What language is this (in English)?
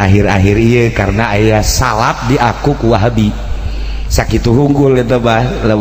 Sundanese